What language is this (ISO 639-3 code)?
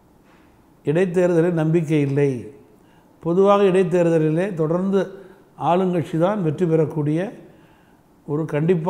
tam